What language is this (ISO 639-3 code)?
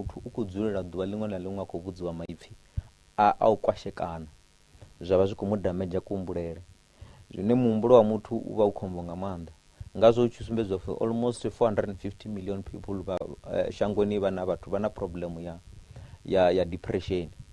ven